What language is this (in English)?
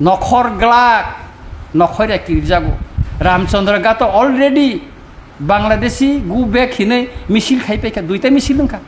Kok Borok